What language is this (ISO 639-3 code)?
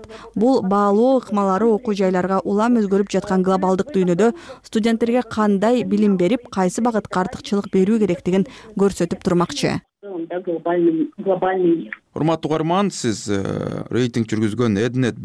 kir